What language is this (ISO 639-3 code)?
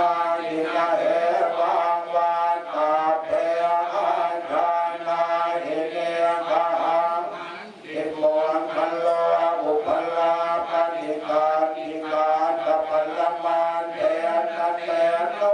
pli